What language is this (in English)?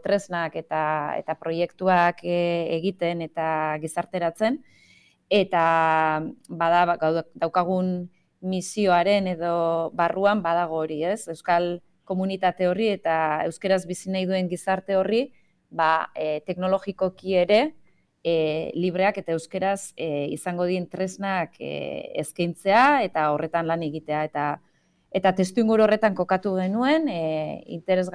Basque